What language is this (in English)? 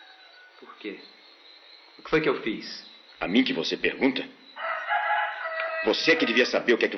Portuguese